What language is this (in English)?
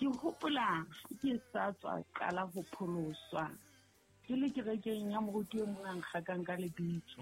Southern Sotho